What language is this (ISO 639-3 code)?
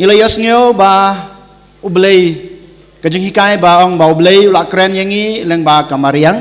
kha